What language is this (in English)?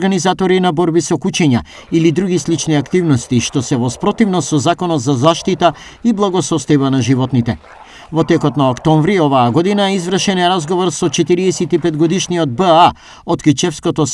Macedonian